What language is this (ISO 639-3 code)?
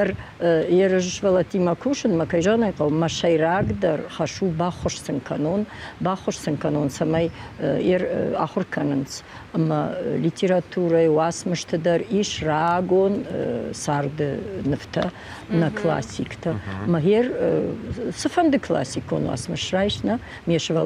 oss